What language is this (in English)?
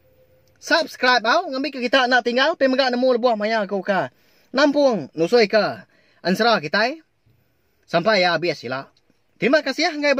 Iban